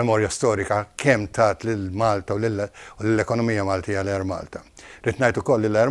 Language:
Maltese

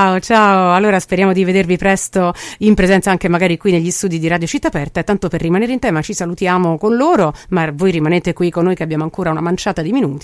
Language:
Italian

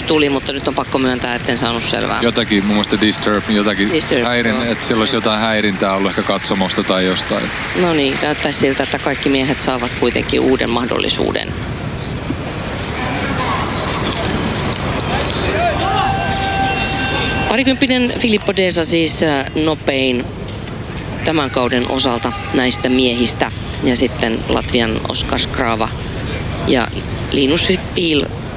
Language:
Finnish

